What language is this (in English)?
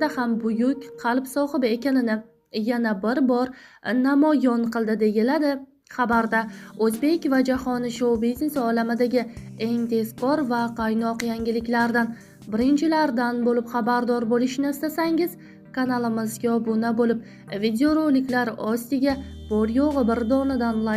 Uzbek